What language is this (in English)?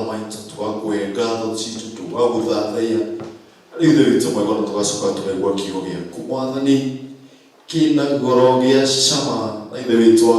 Kikuyu